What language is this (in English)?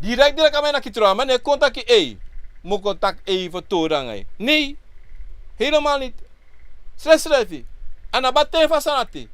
Sranan Tongo